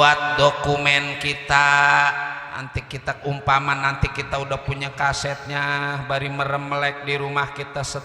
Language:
Betawi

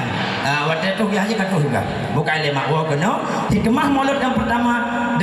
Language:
Achinese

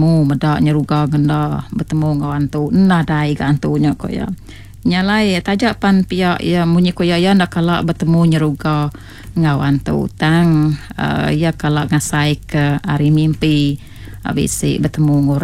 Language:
Iban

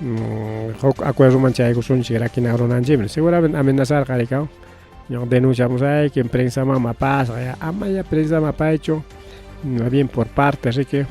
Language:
Ayacucho Quechua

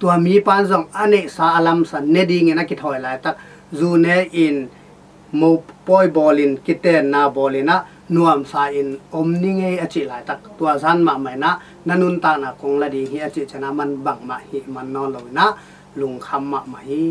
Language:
Tedim Chin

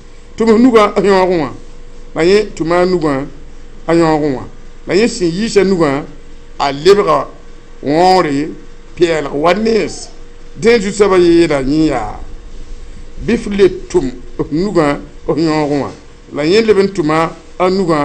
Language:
Mossi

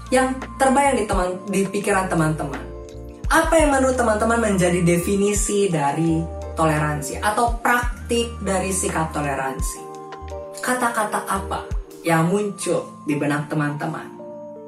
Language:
Indonesian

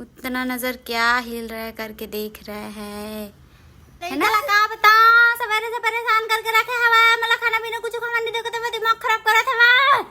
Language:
Chhattisgarhi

